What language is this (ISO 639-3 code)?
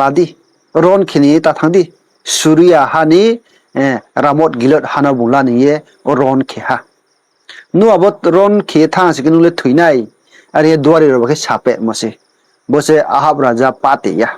ria